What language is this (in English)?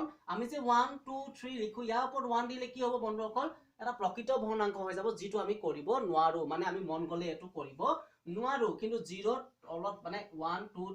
Assamese